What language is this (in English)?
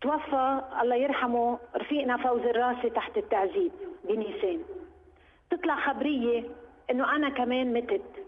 North Levantine Arabic